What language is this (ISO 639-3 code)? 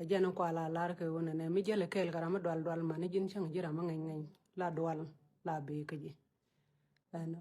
nus